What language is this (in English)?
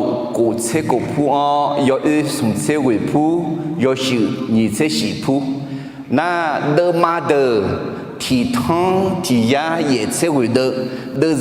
Akha